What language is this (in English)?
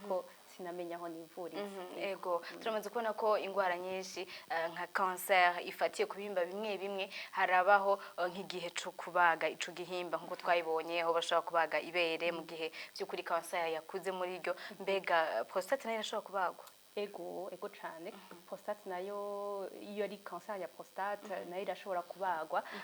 Rundi